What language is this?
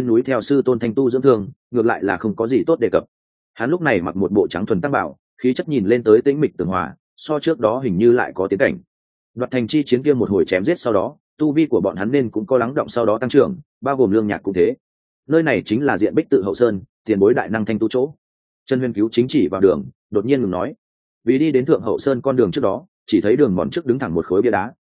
Vietnamese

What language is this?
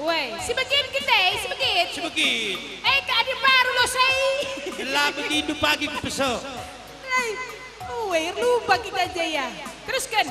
Batak Karo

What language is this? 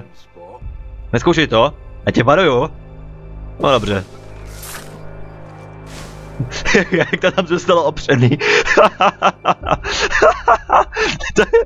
Czech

